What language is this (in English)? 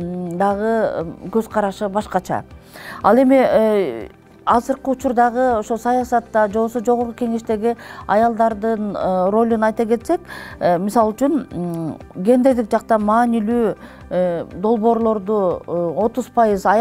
Kyrgyz